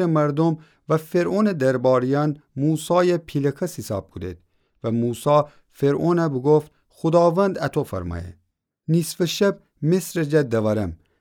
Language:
Gilaki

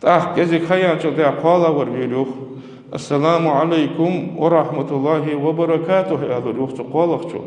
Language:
Ingush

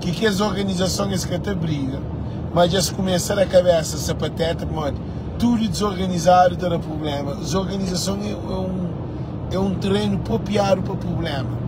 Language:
Kabuverdianu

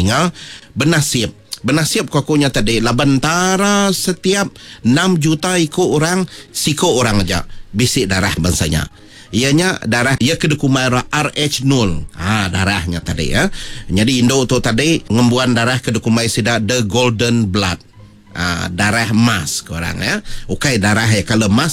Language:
Iban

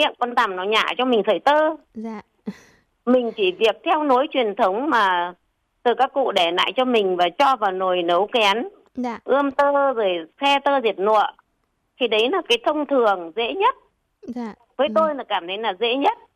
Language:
Vietnamese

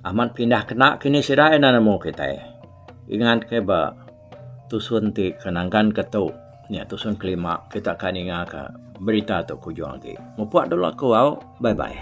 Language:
Iban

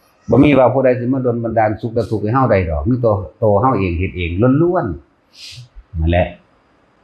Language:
Northeastern Thai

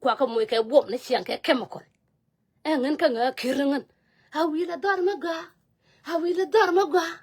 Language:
Nuer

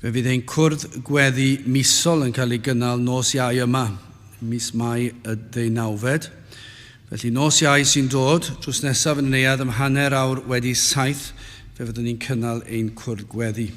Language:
Welsh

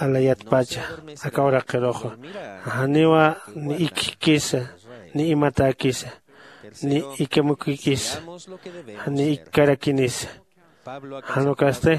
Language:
Aymara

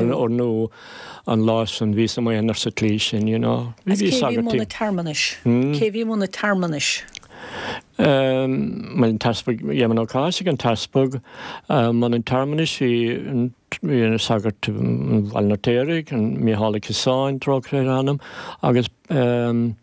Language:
Irish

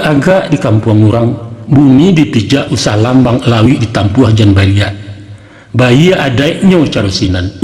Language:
Minangkabau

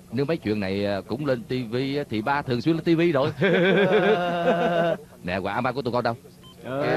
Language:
Vietnamese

